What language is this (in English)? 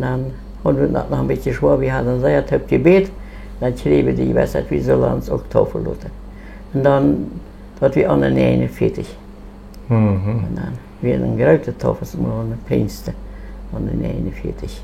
Plautdietsch